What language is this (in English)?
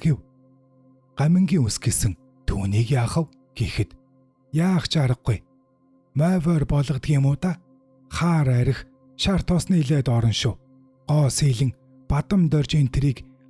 Mongolian